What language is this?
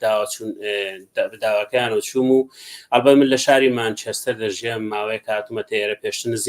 Central Kurdish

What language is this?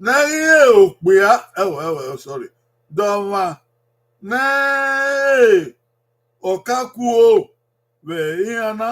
Bini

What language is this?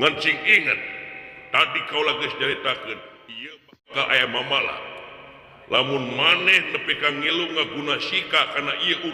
Sundanese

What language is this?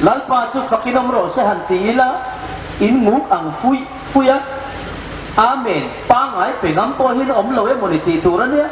Hmar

